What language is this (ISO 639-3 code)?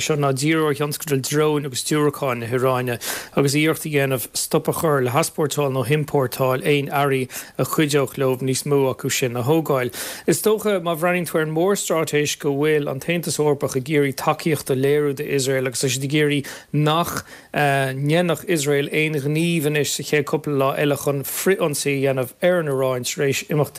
gle